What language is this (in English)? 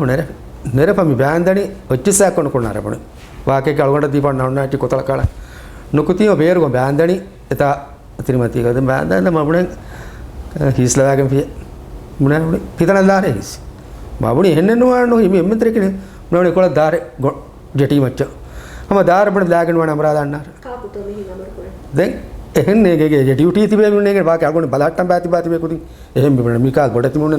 Divehi